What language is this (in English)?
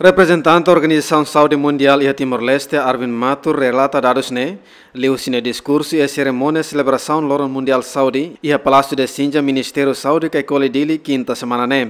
Tetum